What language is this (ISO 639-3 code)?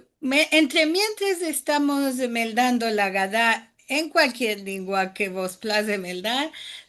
lad